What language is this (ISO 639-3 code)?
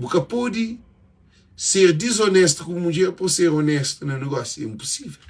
kea